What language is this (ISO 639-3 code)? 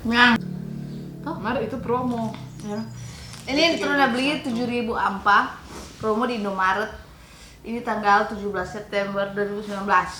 xmm